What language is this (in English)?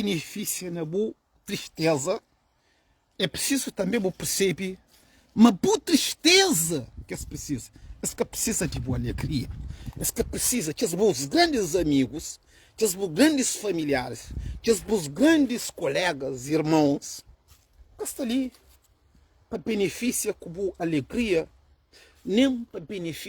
Kabuverdianu